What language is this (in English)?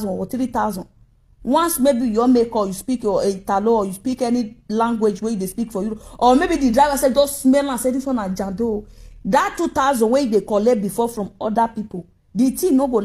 Nigerian Pidgin